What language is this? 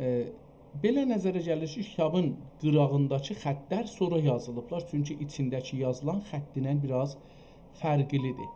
South Azerbaijani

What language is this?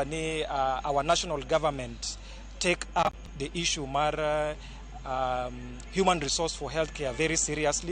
Luo (Kenya and Tanzania)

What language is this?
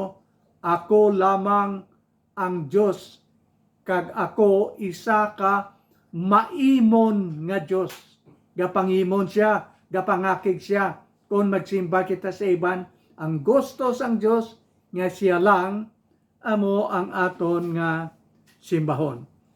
Hiligaynon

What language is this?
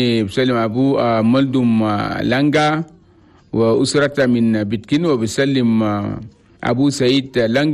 Chadian Arabic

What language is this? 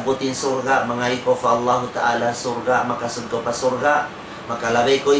Tausug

